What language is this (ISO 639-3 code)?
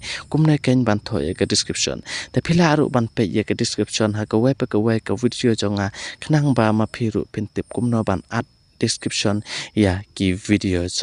kha